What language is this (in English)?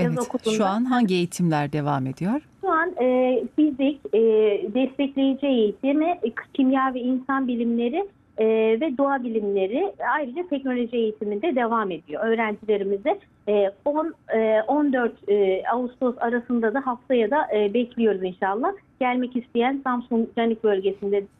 Turkish